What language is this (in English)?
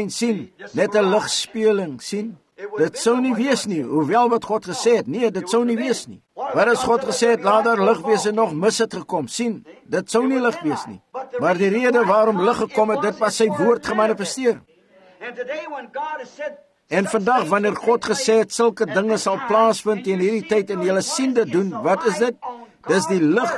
Afrikaans